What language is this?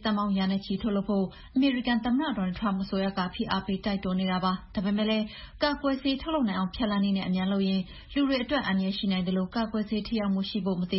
Burmese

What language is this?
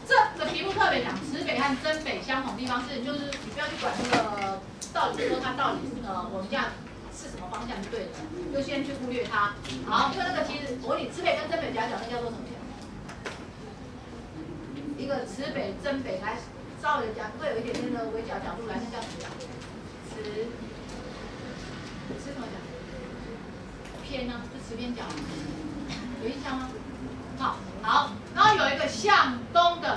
Chinese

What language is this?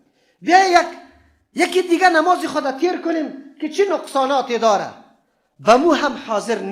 Persian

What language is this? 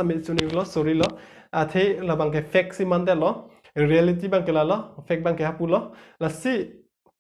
Karbi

